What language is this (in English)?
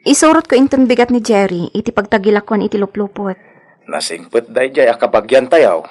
Iloko